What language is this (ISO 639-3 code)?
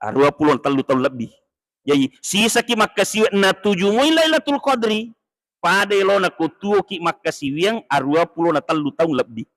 bug